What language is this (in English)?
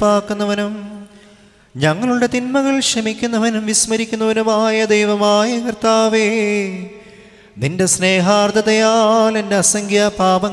Malayalam